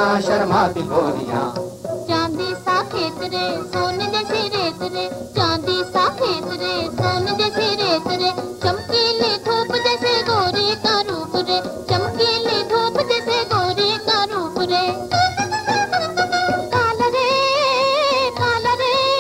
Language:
Hindi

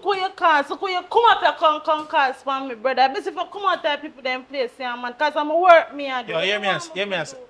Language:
Jamaican Creole English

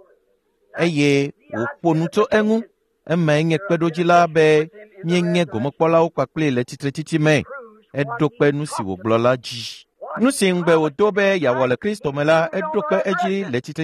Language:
Ewe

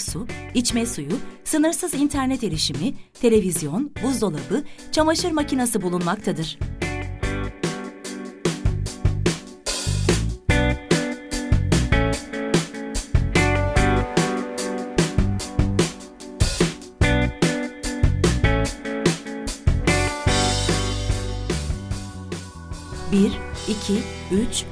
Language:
Turkish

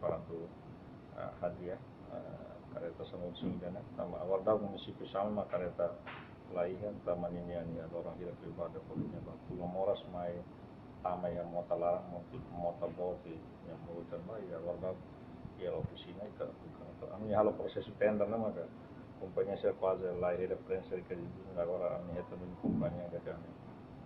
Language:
Tetum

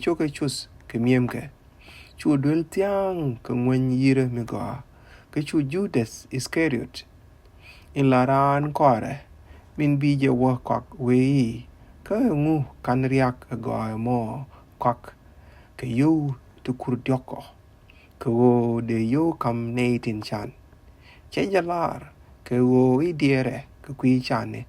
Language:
Nuer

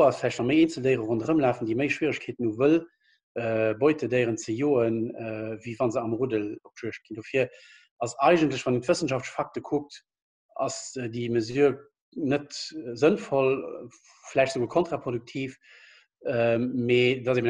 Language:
Luxembourgish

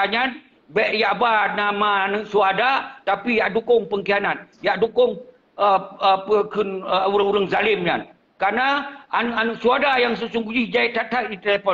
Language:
Achinese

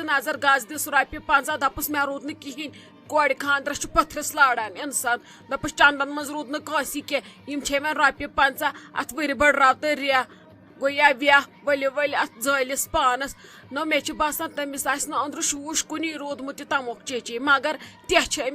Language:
Kashmiri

